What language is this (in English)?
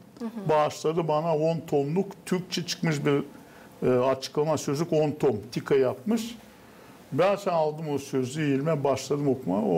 Gagauz